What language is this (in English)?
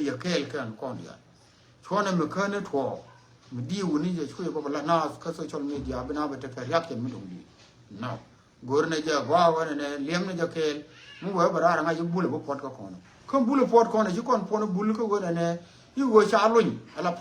Nuer